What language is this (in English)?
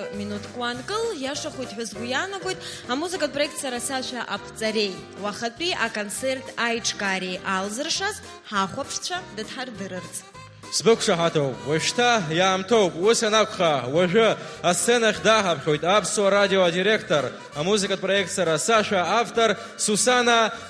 Abkhazian